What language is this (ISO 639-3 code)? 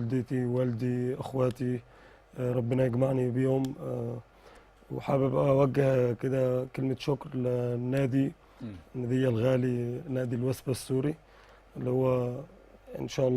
arz